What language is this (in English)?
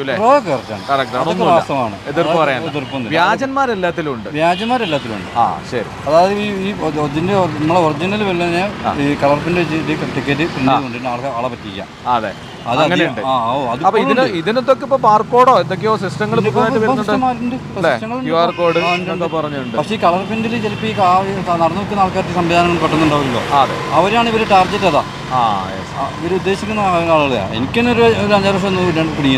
Malayalam